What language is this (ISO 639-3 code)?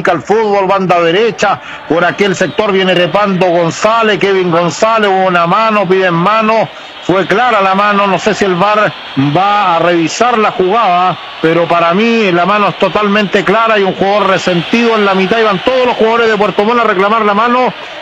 spa